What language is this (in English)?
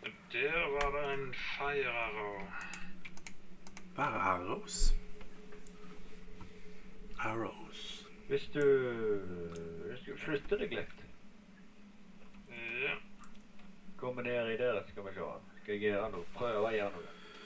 Norwegian